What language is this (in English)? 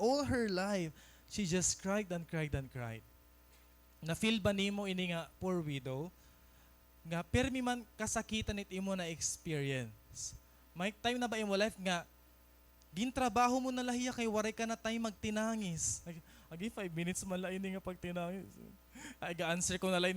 Waray